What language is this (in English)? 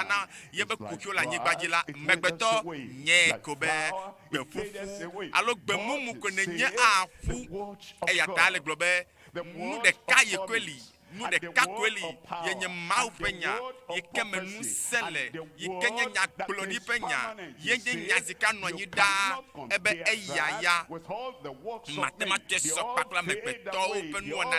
Ewe